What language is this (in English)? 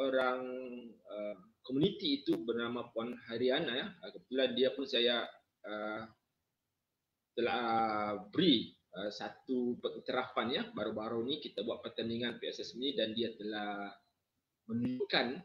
Malay